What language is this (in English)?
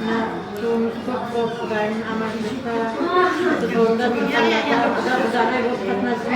Kara-Kalpak